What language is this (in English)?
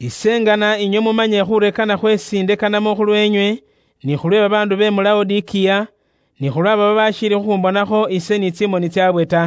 Luyia